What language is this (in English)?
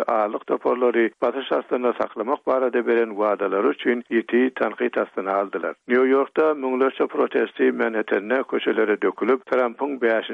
Turkmen